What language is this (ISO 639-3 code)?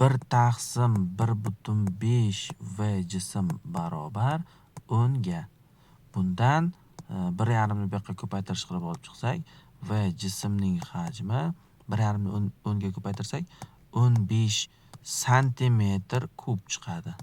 uzb